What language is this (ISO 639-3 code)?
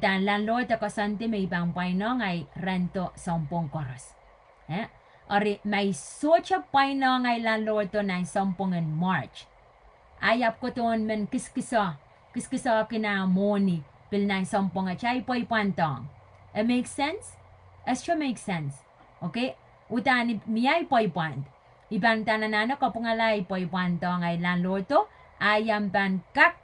pon